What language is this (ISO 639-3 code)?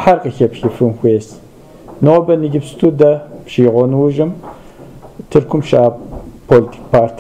kbd